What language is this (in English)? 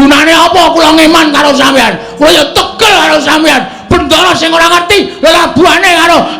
Javanese